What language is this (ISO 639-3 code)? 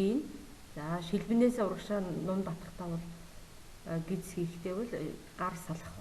mon